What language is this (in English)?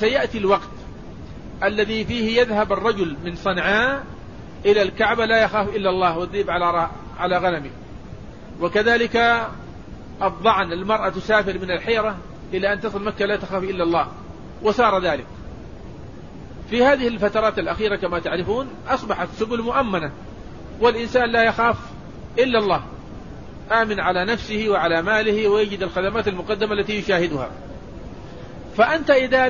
Arabic